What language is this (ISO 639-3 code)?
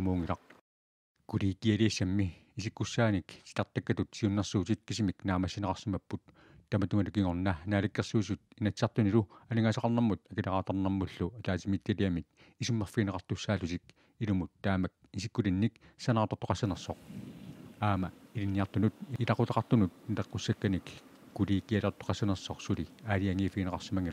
kal